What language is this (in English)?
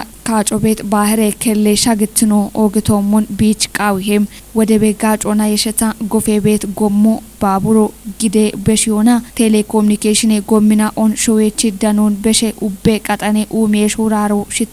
Kafa